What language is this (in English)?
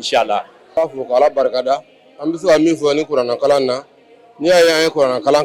Bambara